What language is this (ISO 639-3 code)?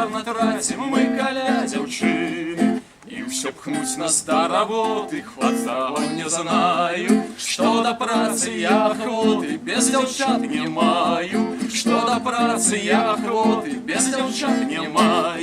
bel